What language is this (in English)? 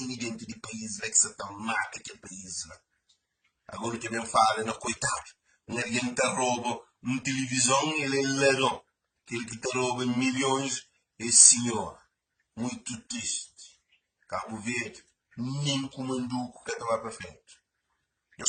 Kabuverdianu